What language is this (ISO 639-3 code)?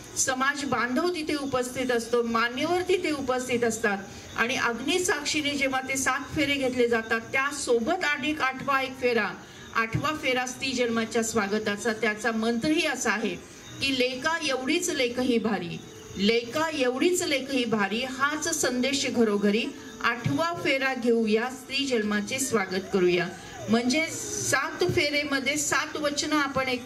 mar